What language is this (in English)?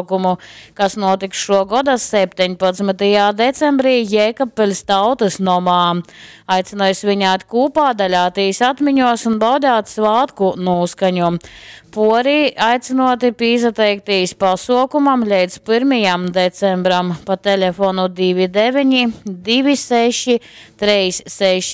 Latgalian